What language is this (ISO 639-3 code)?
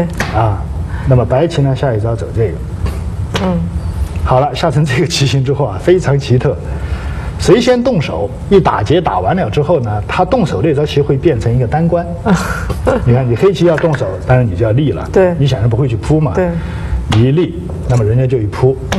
zho